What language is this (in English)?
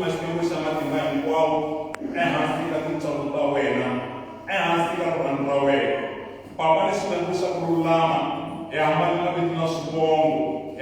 Tsonga